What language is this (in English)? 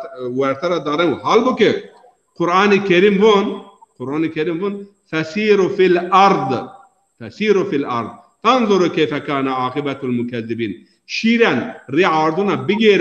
Zaza